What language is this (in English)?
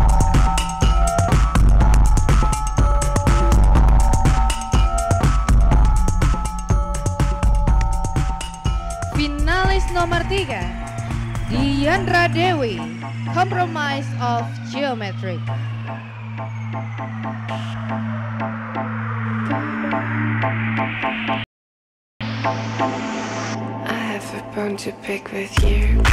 Indonesian